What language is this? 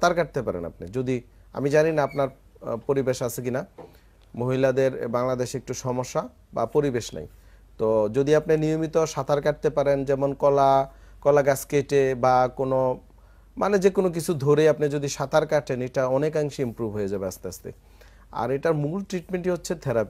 Bangla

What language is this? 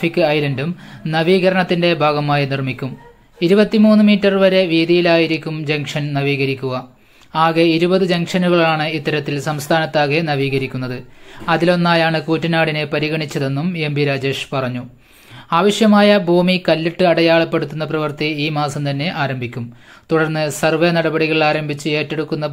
Malayalam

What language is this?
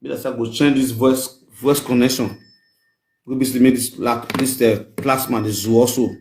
Nigerian Pidgin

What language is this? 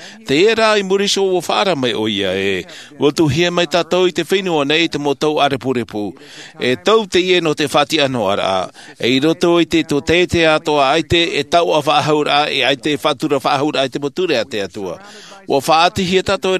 Tahitian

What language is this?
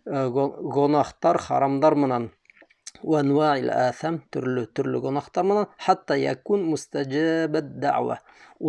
Bashkir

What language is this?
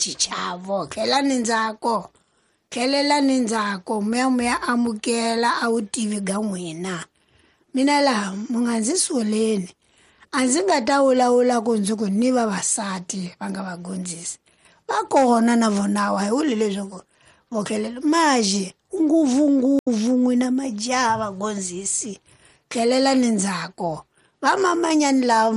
Tsonga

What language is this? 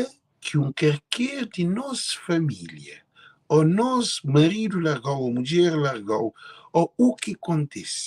Kabuverdianu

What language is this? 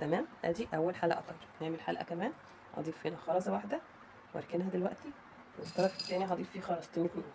Egyptian Arabic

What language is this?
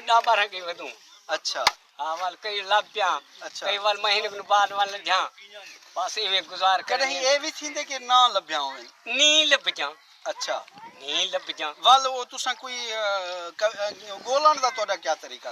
Saraiki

